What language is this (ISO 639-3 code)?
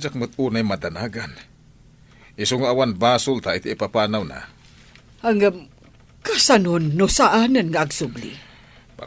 ilo